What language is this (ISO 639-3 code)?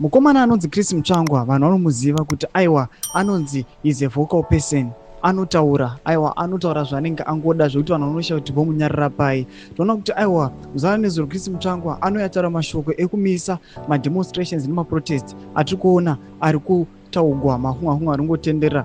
sna